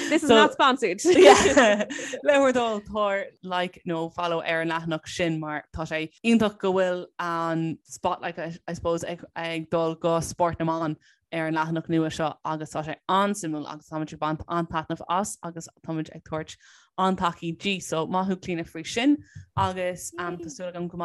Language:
Irish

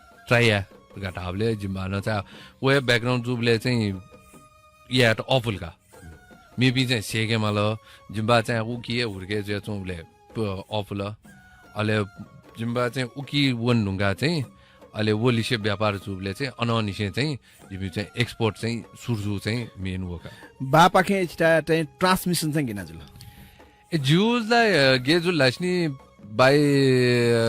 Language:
Newari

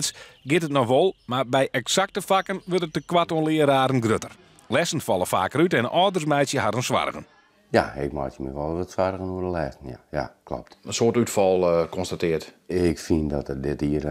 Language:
Western Frisian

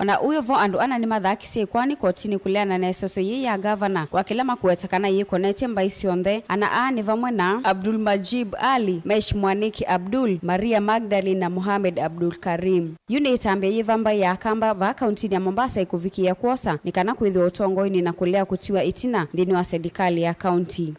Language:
Kamba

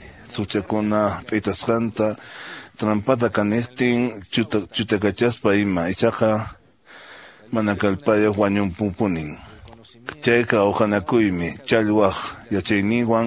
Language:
Quechua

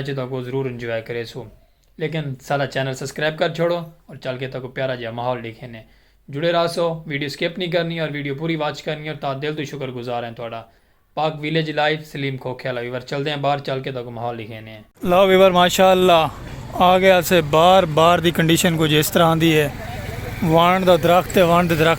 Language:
Saraiki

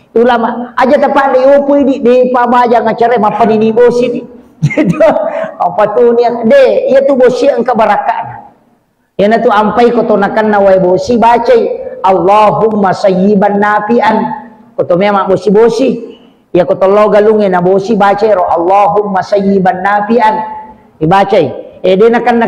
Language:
Buginese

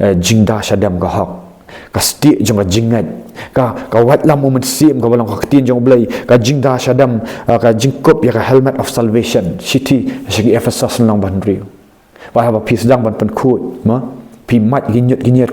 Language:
Khasi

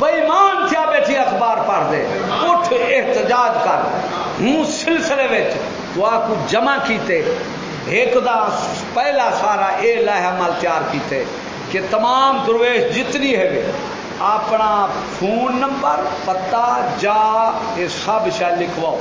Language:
Saraiki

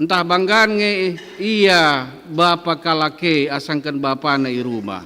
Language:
Batak Karo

